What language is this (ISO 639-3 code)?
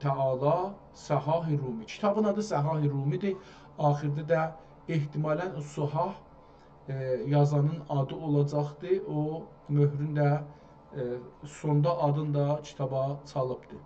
azb